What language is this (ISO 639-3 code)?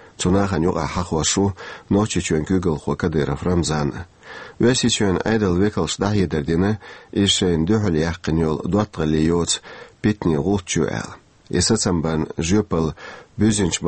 che